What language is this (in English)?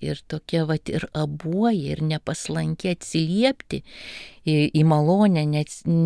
Lithuanian